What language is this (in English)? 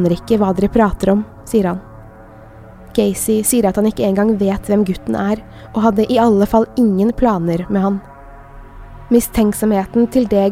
Norwegian